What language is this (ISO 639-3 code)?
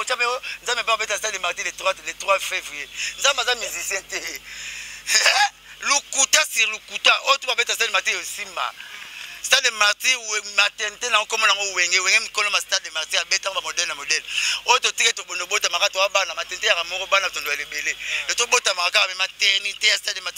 lin